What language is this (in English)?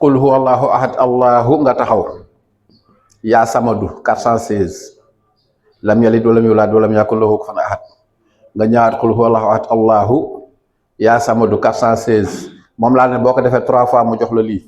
Wolof